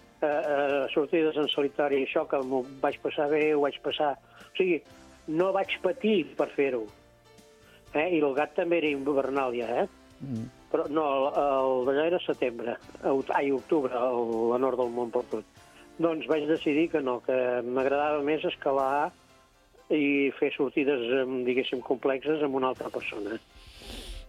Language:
Catalan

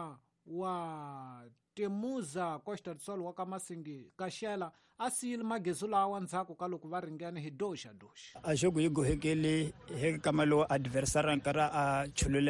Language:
Tsonga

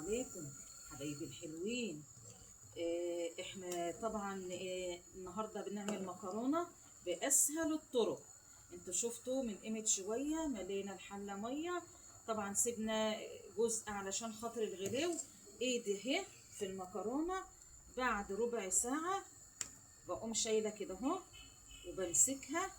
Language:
Egyptian Arabic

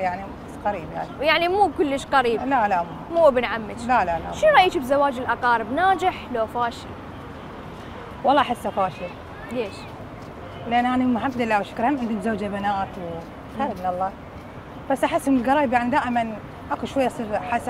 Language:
Mesopotamian Arabic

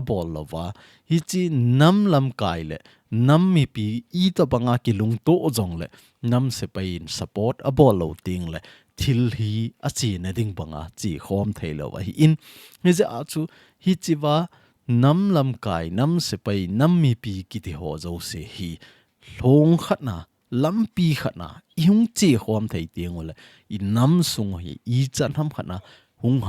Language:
Thado Chin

